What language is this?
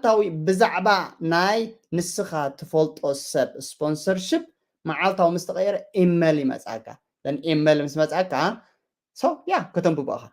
Tigrinya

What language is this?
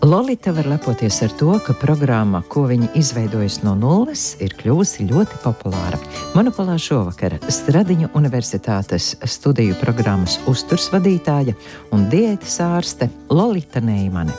Latvian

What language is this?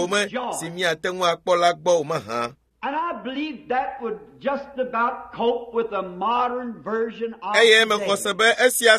Ewe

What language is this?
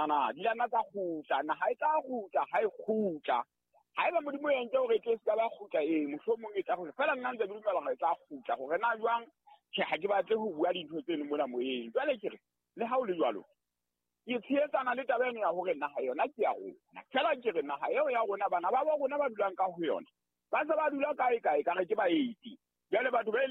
Southern Sotho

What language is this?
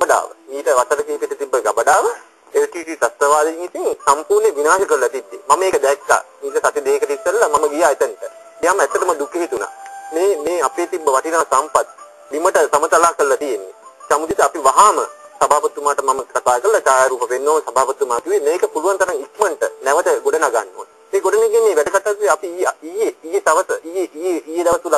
Sinhala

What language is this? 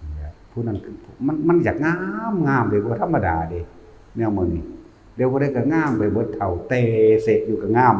Northeastern Thai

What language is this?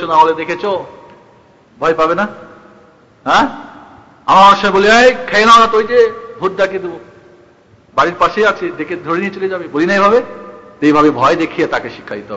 Bangla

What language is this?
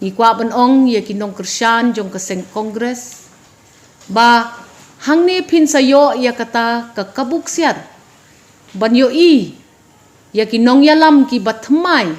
Khasi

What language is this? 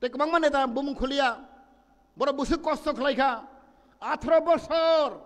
Kok Borok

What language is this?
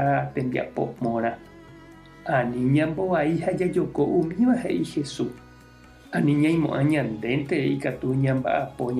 Guarani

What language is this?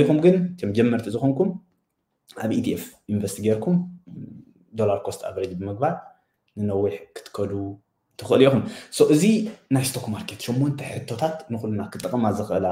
Tigrinya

